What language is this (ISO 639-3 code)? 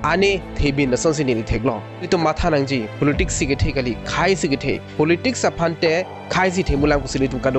mjw